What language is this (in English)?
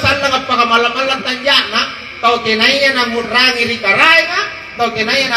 Makasar